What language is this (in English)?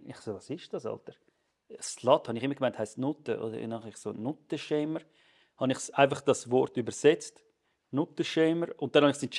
Swiss German